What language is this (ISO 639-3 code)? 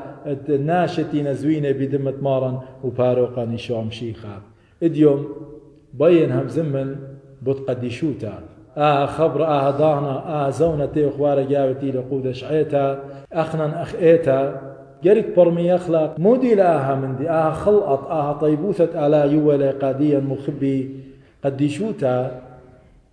aii